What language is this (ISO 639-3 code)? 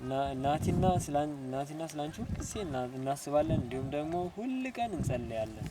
amh